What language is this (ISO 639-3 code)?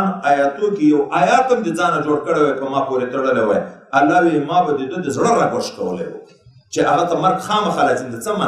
pus